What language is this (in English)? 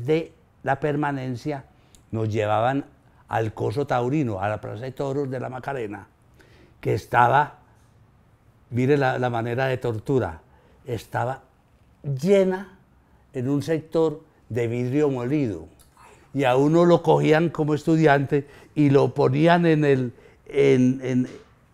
Spanish